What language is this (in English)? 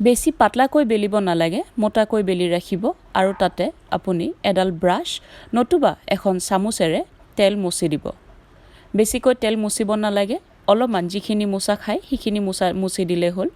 Assamese